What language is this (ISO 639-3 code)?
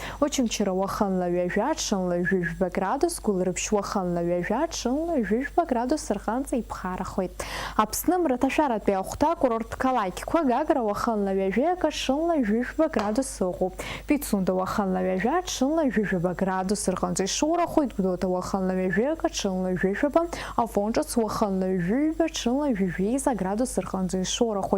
abk